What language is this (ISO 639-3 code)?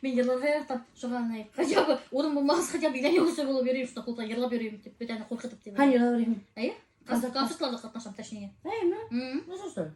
bak